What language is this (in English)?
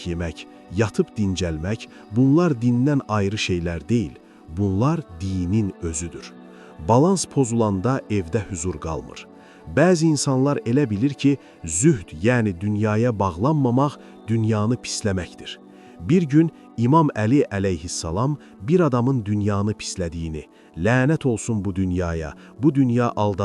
Azerbaijani